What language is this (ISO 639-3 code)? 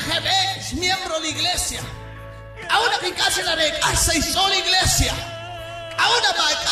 kek